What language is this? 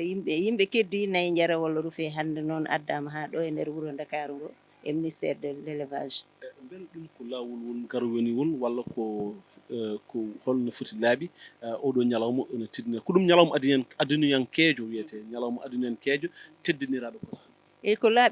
Fula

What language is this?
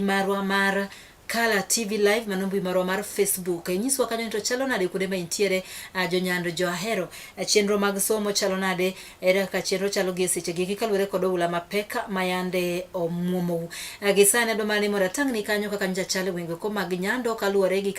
Luo (Kenya and Tanzania)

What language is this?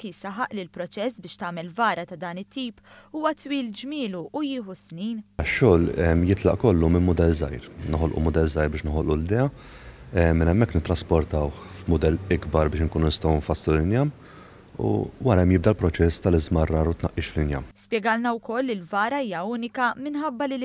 Maltese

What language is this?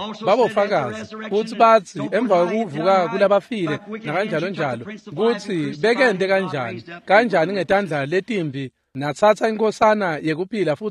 Swati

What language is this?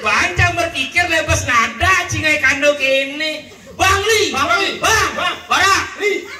Balinese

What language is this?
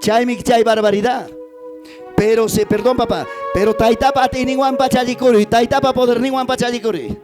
Ayacucho Quechua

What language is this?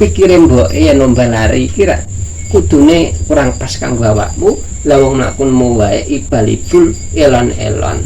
Javanese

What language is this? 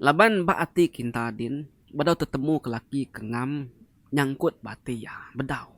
Iban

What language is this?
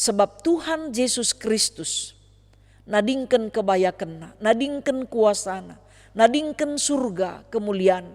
Batak Karo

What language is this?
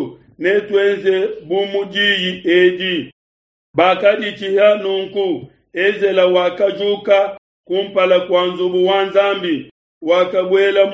Luba-Lulua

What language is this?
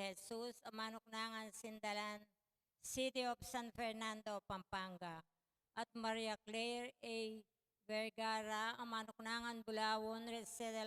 Pampanga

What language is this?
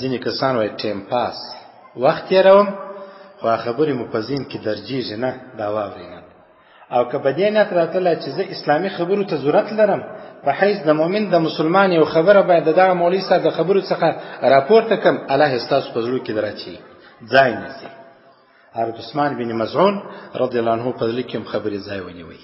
Pashto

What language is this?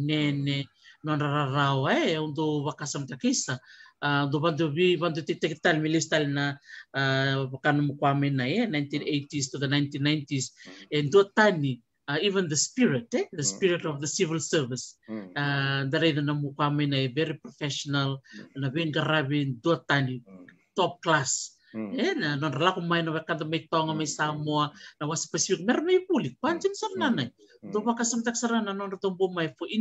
Fijian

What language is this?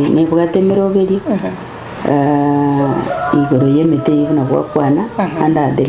Gusii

